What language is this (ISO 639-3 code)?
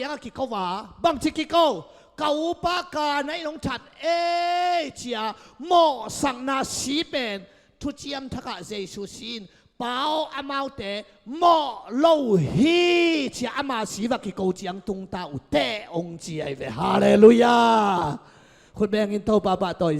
ctd